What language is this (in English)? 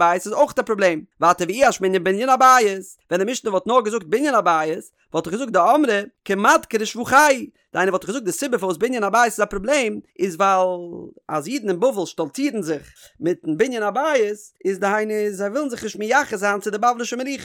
Yiddish